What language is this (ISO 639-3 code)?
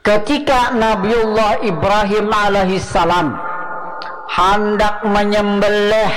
bjn